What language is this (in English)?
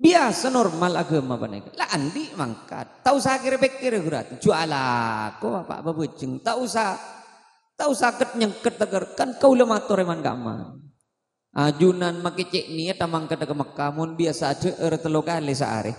Madurese